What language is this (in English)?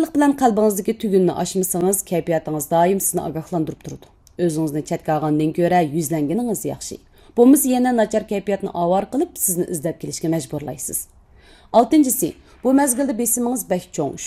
Uyghur